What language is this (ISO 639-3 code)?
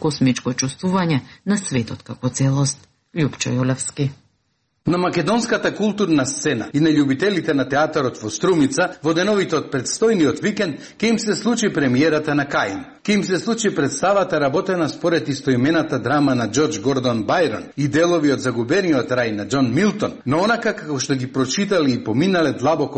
mkd